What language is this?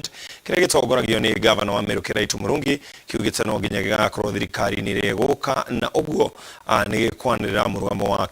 Kikuyu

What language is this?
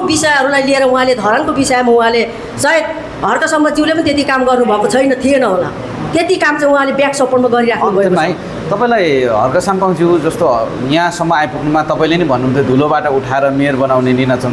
Nepali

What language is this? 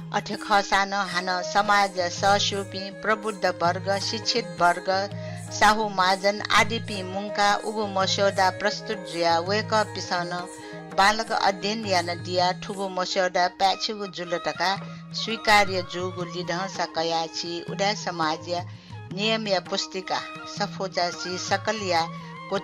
Newari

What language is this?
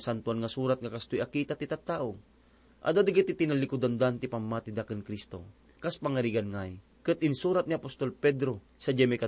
Iloko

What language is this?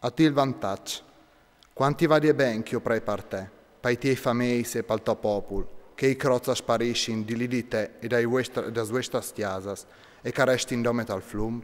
Friulian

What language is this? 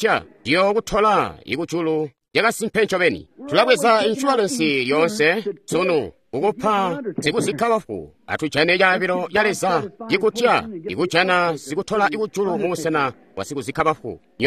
Tonga (Zambia)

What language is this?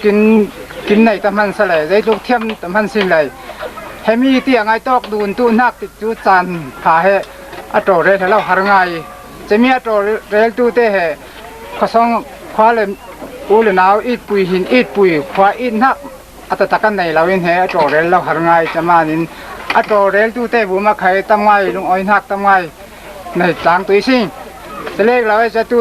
Falam Chin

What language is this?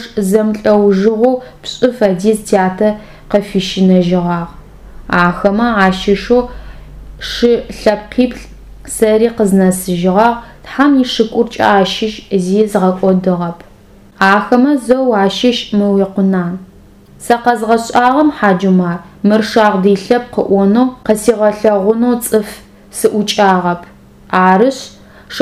Adyghe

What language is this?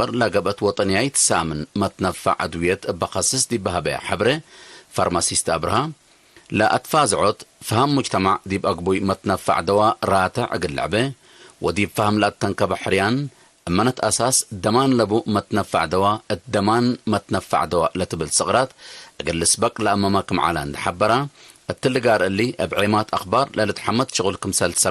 Tigre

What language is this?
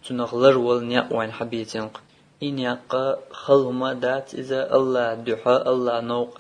Chechen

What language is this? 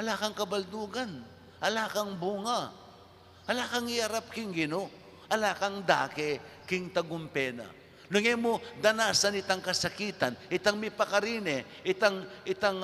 Pampanga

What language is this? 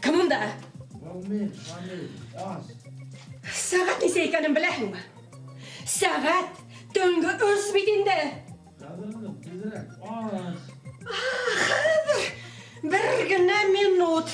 Bashkir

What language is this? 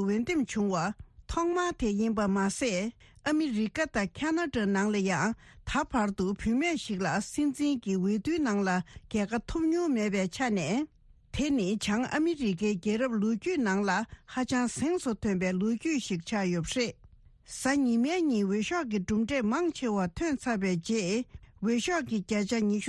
Tibetan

